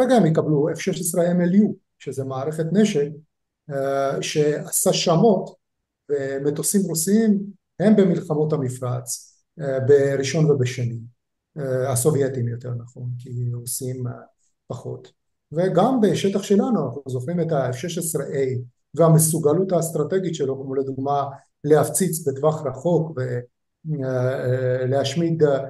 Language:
Hebrew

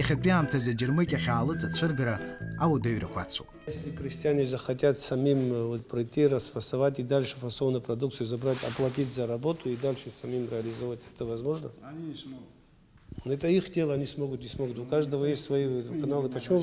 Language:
Abkhazian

